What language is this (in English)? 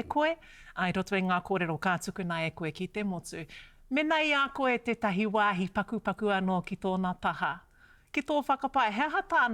Māori